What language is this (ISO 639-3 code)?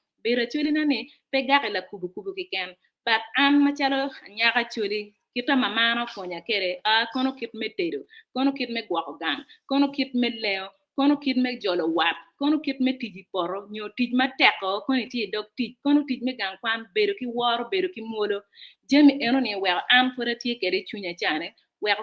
ach